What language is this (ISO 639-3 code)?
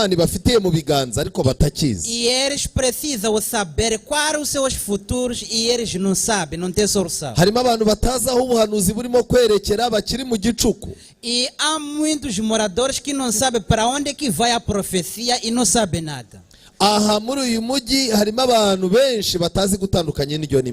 kin